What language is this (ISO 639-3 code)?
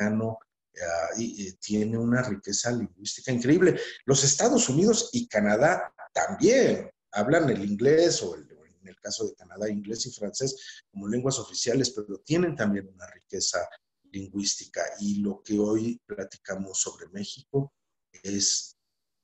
spa